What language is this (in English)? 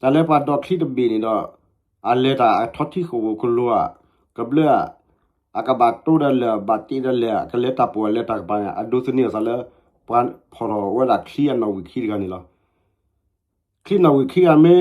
S'gaw Karen